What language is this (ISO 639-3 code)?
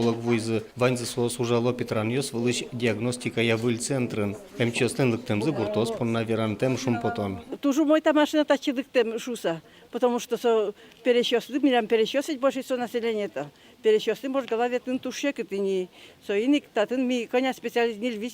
udm